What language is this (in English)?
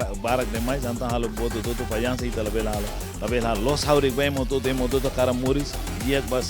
Tetum